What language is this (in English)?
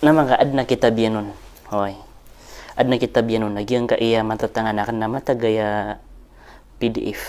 Maranao